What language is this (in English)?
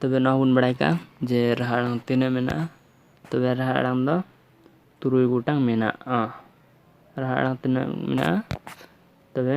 Santali